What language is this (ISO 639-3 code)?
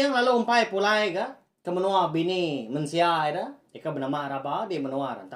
iba